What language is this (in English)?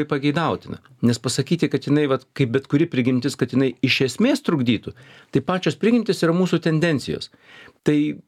Lithuanian